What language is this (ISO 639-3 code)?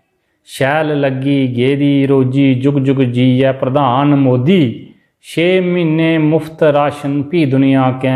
doi